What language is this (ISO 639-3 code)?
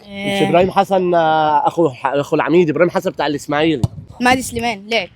arz